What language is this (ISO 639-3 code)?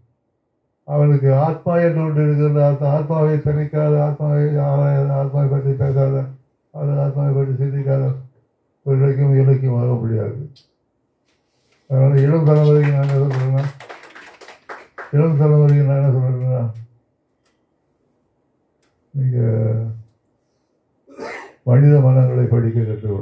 tam